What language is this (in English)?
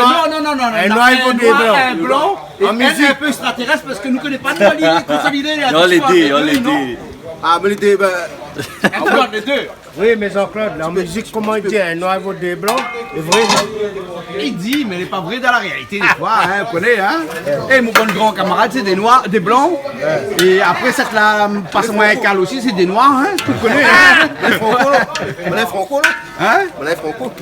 Réunion Creole French